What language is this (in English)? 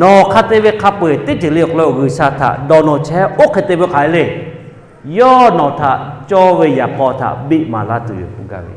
Lahu